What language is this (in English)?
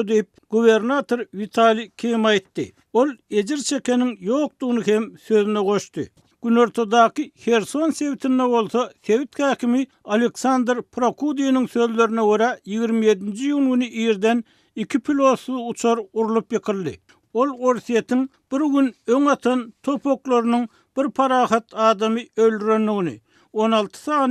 Turkmen